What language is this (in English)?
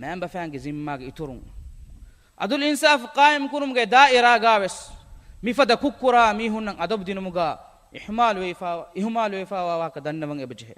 Divehi